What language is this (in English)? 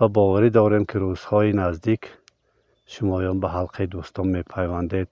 Tajik